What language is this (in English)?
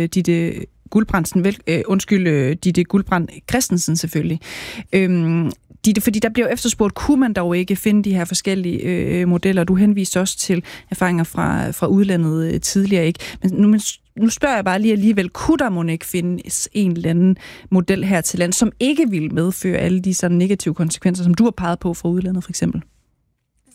Danish